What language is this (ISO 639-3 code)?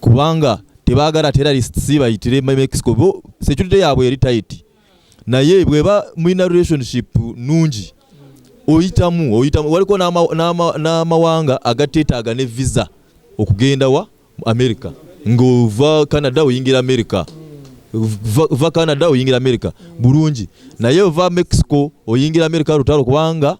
lug